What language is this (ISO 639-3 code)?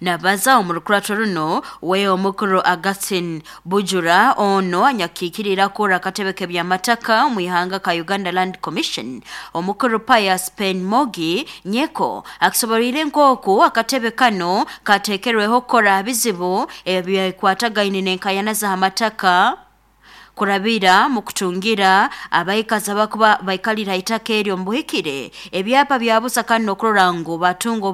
nyo